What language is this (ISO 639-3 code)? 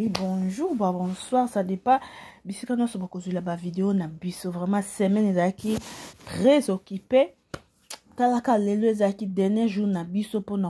lin